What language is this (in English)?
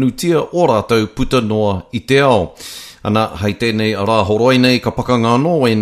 Māori